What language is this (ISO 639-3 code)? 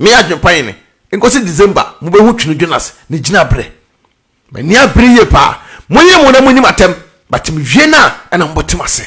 aka